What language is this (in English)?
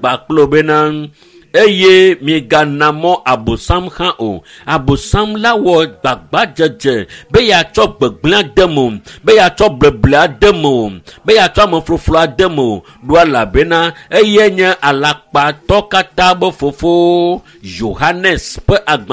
Ewe